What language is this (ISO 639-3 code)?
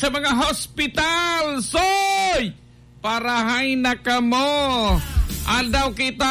bik